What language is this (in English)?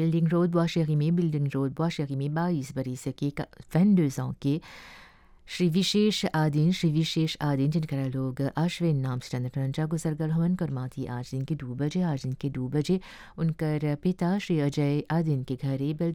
Bhojpuri